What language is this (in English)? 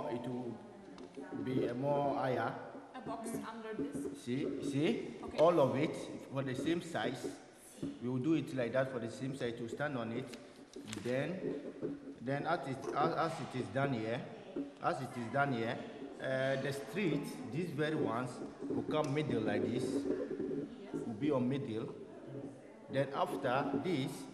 Italian